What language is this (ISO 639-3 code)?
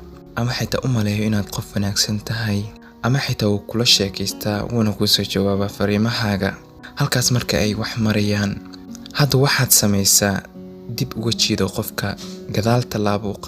som